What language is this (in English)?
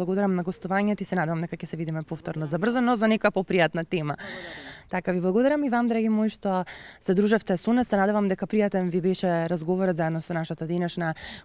Macedonian